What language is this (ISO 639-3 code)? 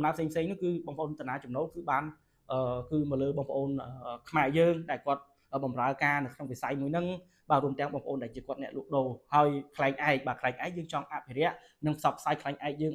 khm